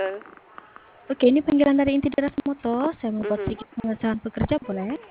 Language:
Malay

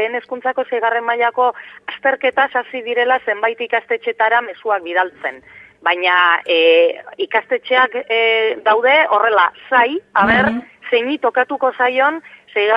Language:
Basque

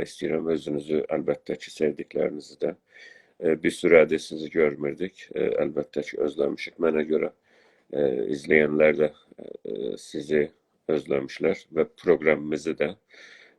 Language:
South Azerbaijani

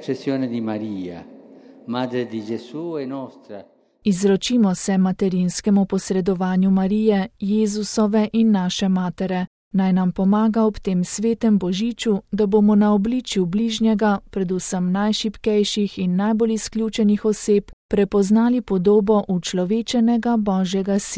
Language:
Slovenian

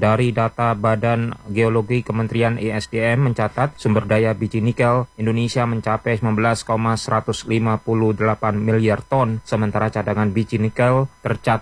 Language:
Indonesian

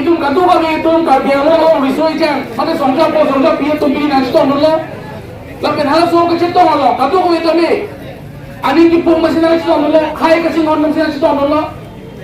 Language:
Karbi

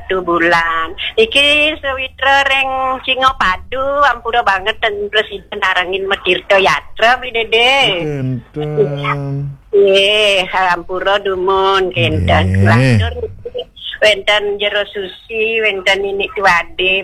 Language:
Balinese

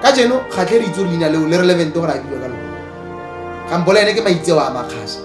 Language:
Tswana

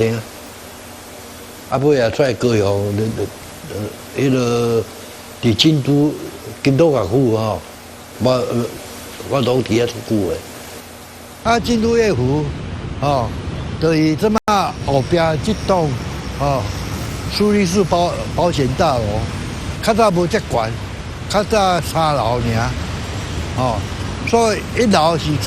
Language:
Min Nan Chinese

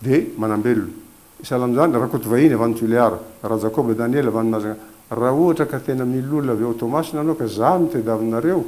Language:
Malagasy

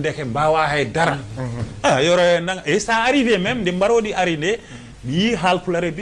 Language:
Fula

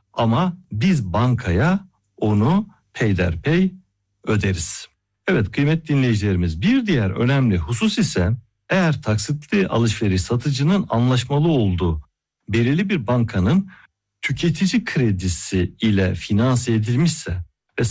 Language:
Turkish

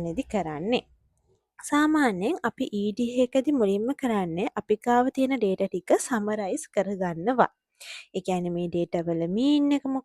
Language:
Sinhala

